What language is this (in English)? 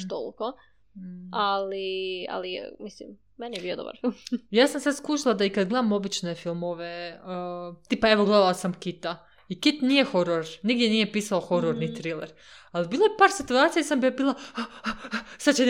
Serbian